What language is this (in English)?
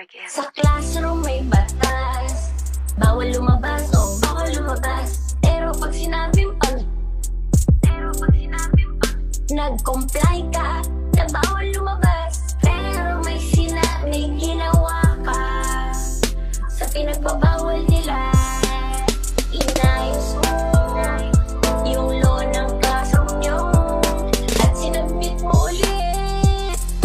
Filipino